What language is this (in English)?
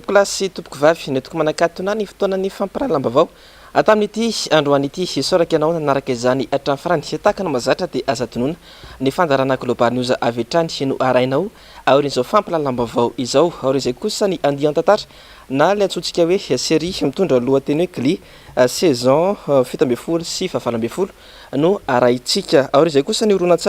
Malagasy